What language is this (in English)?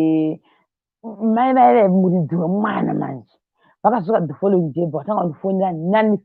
Shona